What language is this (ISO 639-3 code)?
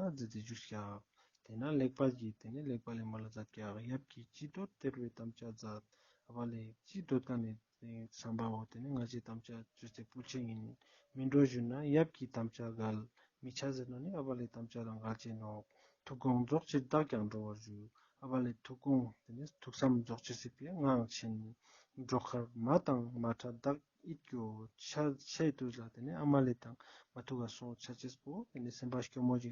lbj